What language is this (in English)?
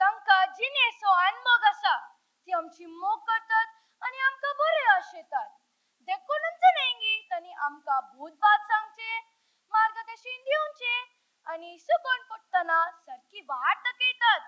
Konkani